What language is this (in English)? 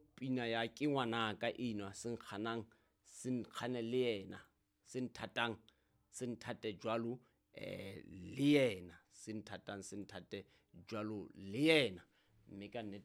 Southern Sotho